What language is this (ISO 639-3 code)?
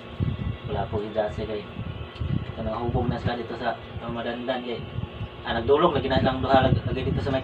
ceb